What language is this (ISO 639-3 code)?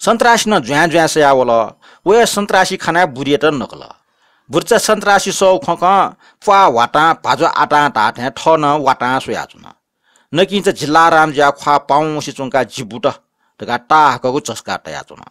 new